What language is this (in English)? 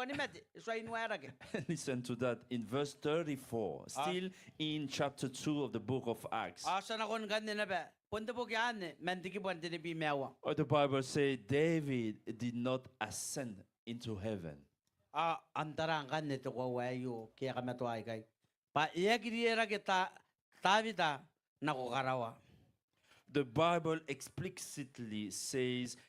Gilbertese